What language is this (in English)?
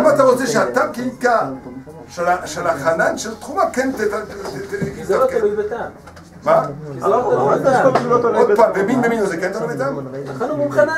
Hebrew